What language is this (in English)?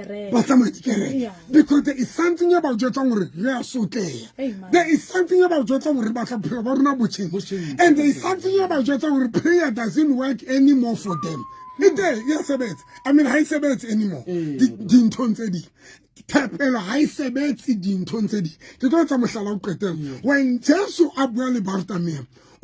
Southern Sotho